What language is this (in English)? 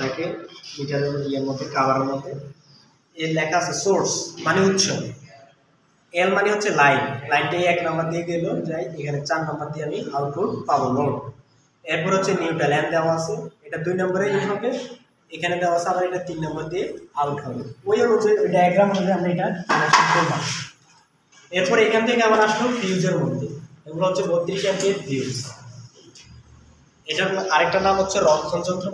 Bangla